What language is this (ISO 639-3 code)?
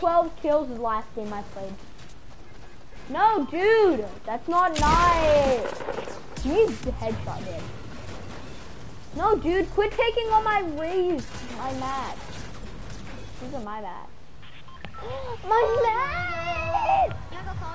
eng